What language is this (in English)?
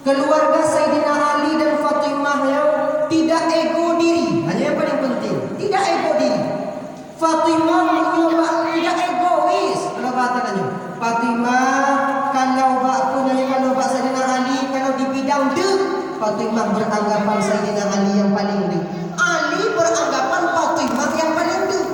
Achinese